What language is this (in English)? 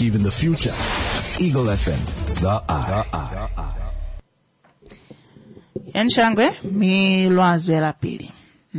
Swahili